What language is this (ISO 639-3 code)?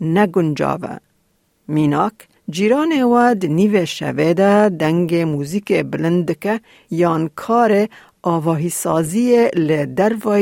kur